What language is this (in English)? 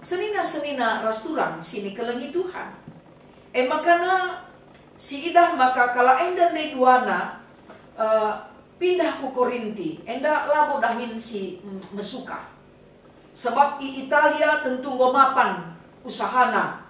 Batak Karo